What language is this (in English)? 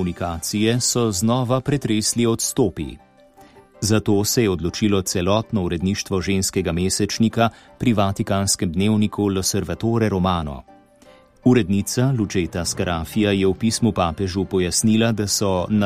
Slovenian